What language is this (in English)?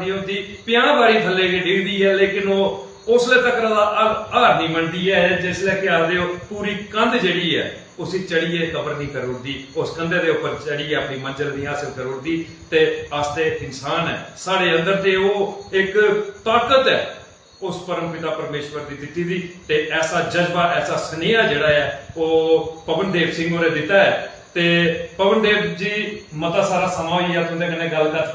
Dogri